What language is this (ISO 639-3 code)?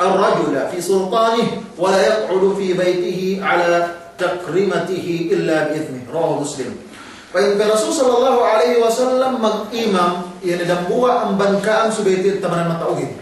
yka